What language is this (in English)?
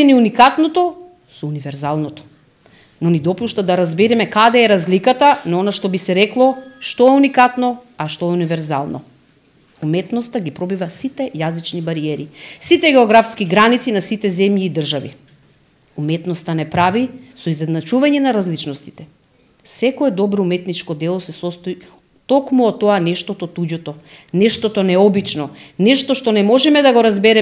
Macedonian